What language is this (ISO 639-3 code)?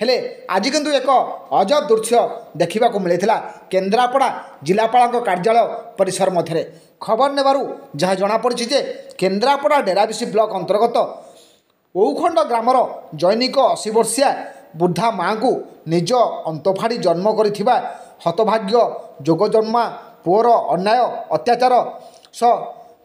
ori